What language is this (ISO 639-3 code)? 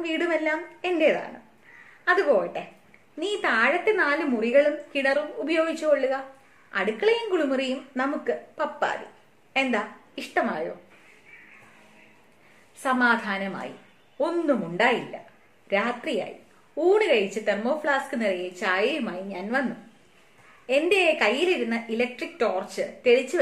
mal